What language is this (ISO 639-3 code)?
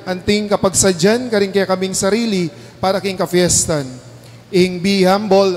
pam